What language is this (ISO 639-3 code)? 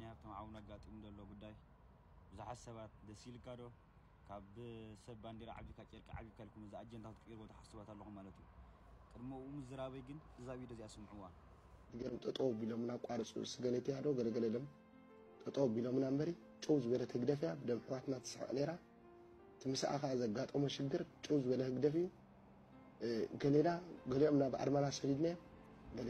tir